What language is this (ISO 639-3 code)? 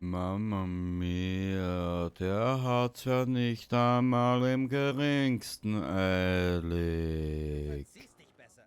bar